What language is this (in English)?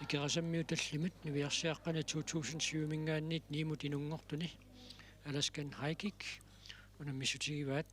Kalaallisut